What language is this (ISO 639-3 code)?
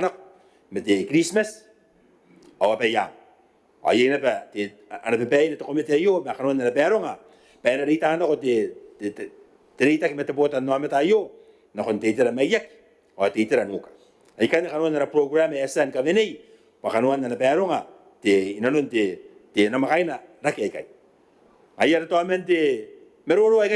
gil